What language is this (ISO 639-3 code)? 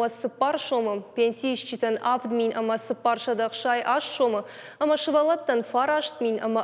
oss